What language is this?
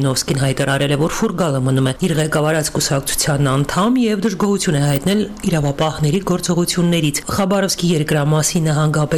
Armenian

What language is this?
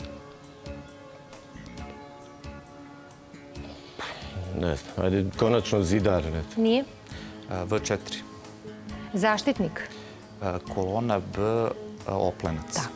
Serbian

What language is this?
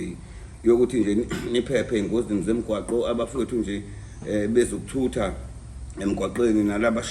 Zulu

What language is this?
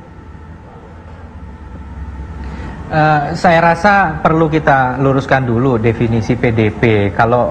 Indonesian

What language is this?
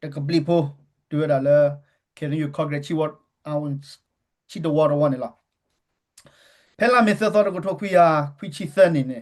S'gaw Karen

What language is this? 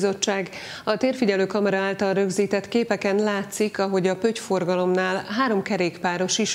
Hungarian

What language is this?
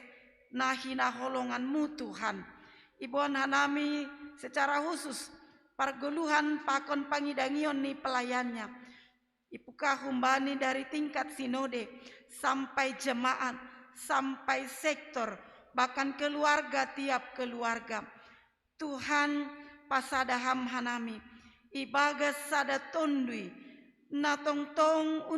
Batak Simalungun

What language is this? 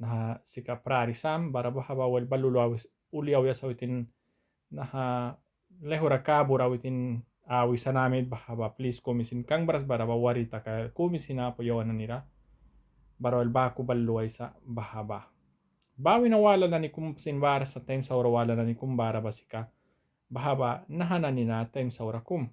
Mískito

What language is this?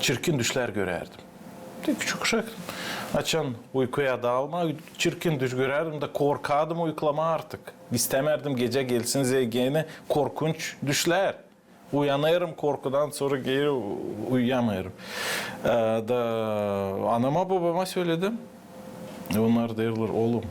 Gagauz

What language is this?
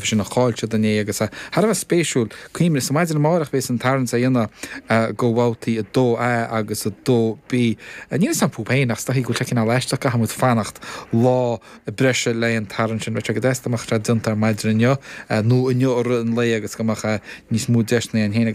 Irish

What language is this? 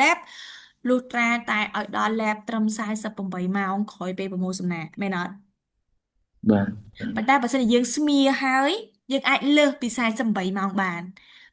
Khmer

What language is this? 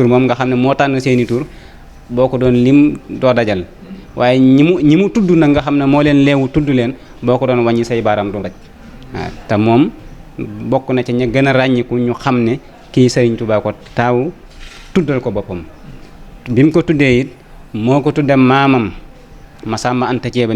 Wolof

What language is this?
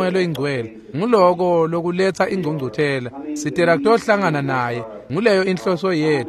Swati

